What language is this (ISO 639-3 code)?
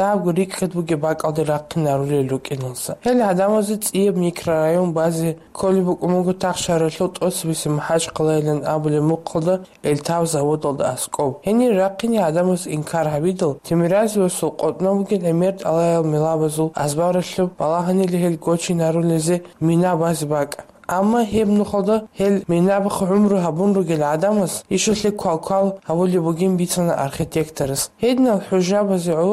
ava